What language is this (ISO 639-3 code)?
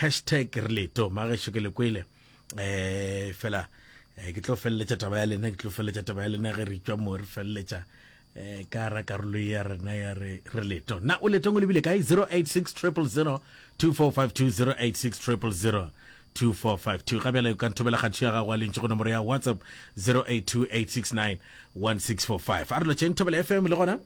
nso